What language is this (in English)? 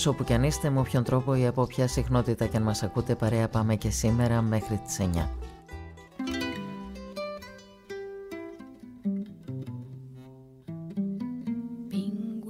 Greek